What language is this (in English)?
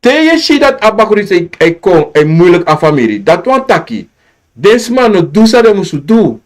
Sranan Tongo